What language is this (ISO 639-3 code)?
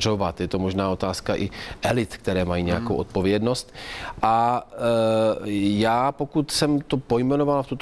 ces